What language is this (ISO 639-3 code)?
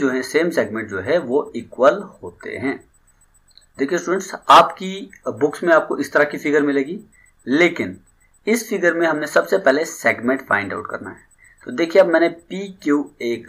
hin